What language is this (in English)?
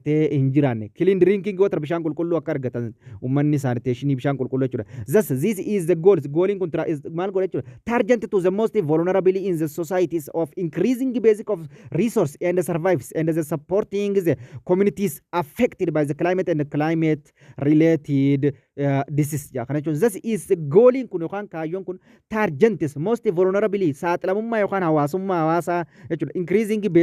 Oromo